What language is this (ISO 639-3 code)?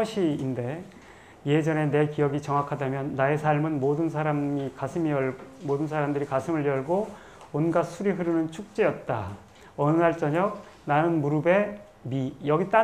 kor